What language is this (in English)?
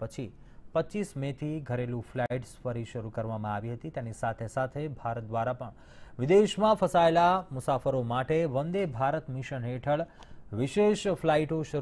Gujarati